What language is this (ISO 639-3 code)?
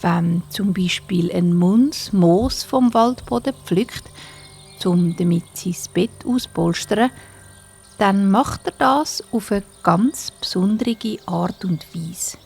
gsw